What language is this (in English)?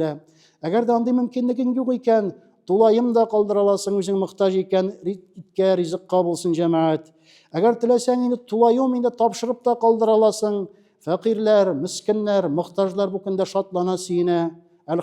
Tatar